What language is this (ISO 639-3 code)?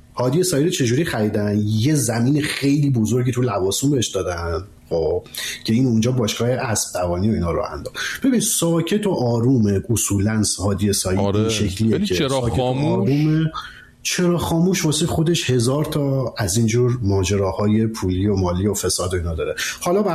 fas